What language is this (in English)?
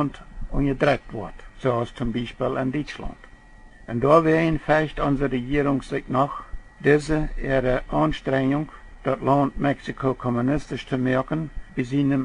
Plautdietsch